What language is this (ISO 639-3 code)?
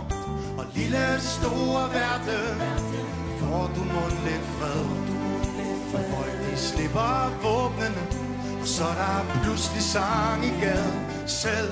dan